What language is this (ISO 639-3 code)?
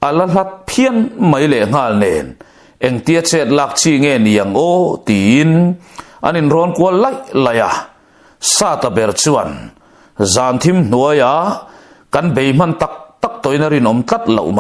lus